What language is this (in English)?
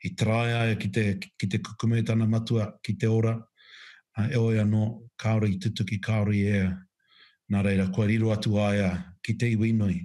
Māori